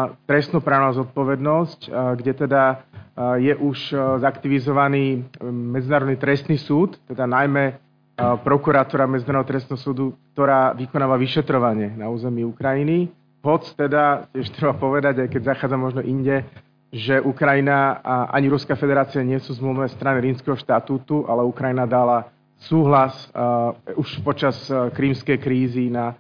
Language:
Slovak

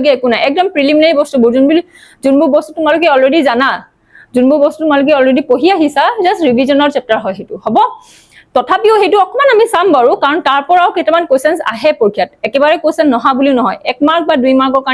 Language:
Assamese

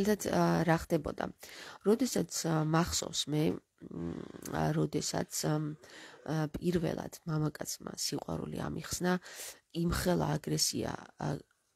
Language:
Georgian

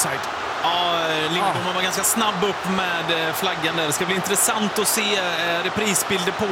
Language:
Swedish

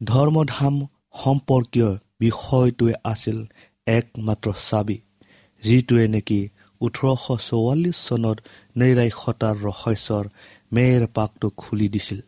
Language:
Assamese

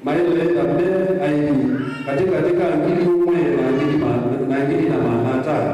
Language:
Kamba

